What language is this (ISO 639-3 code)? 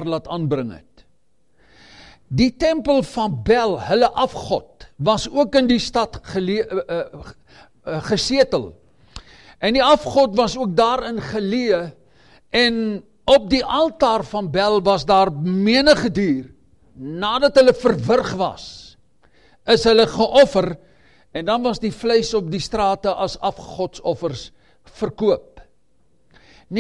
afr